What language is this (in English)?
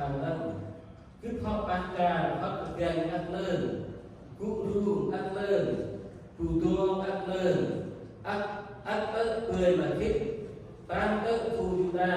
Central Mnong